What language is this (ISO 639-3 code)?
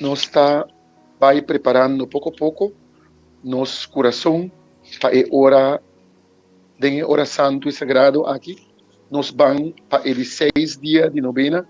pap